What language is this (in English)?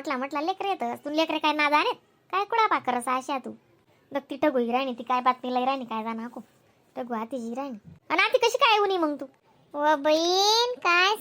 Khandesi